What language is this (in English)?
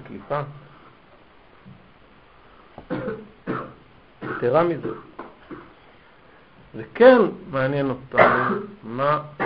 Hebrew